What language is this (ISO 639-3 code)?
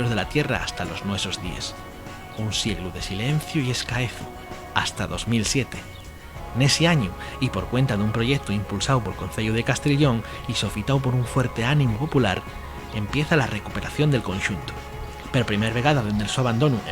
ast